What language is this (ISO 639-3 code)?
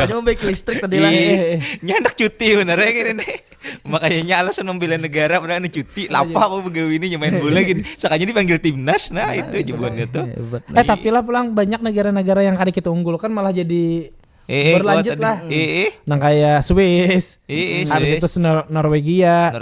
bjn